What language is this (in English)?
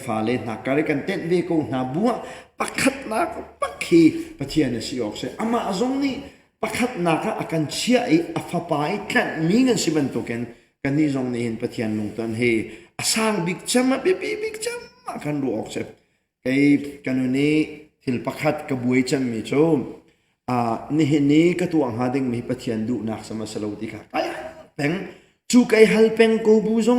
Hakha Chin